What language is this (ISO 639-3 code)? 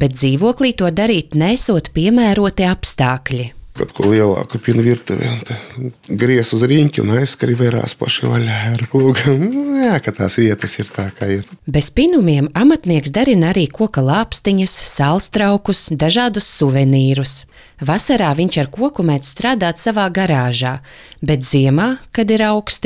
lav